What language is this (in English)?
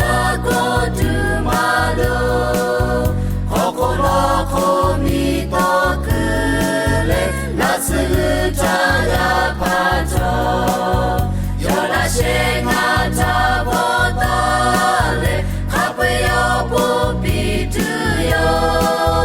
Lahu